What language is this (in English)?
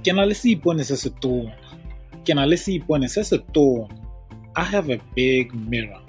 Tswana